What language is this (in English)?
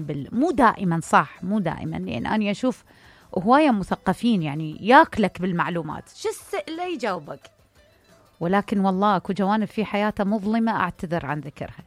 Mesopotamian Arabic